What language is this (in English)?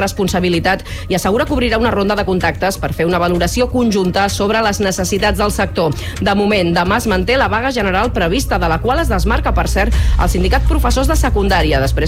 Catalan